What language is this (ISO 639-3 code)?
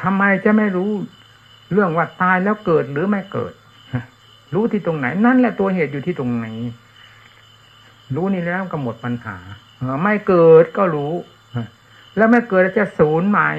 tha